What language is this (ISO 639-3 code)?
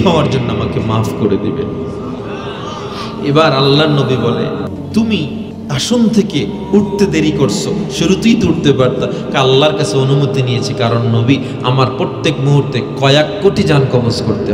ben